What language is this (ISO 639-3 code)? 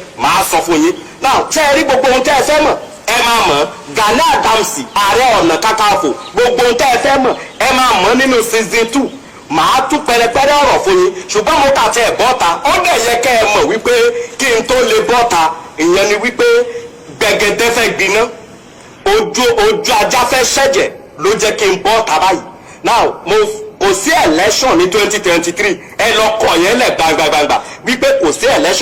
yor